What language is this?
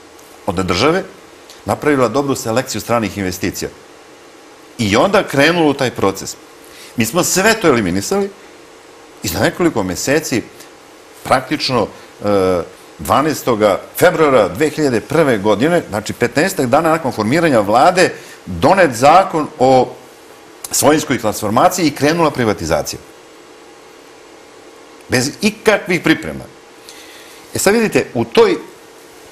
Serbian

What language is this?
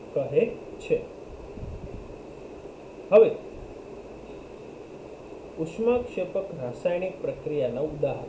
Gujarati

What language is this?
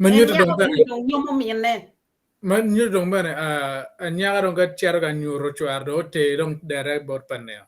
Acoli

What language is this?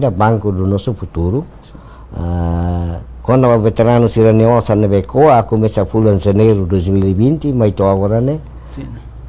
Tetum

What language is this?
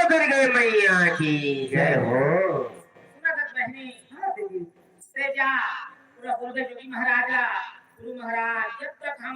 Chhattisgarhi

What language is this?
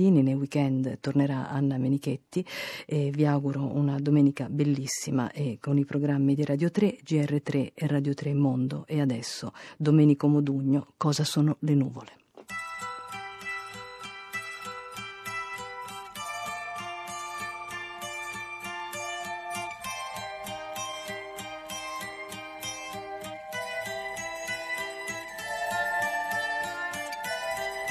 Italian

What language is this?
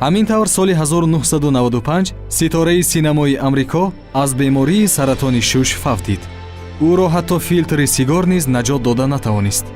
Tajik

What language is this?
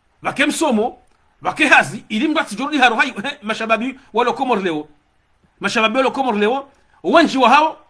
Ngazidja Comorian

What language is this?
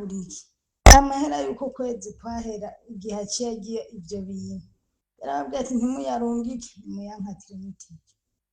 Rundi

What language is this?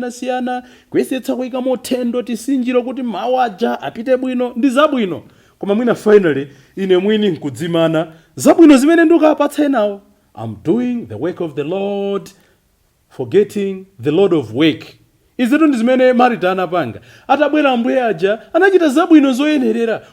Nyanja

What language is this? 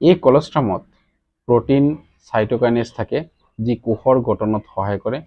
Assamese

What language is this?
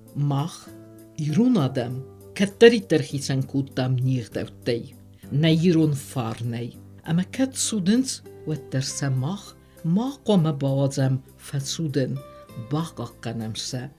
Ossetic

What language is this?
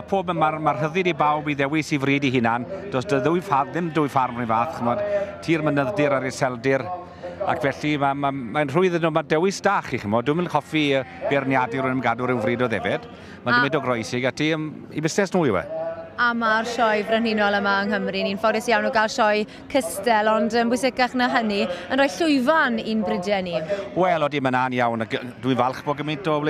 Welsh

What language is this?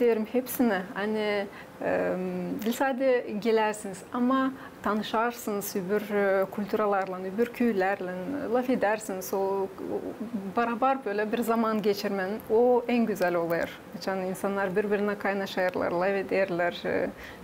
Gagauz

